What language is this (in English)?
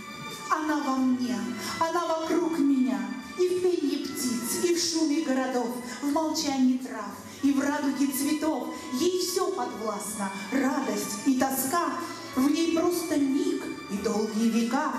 Russian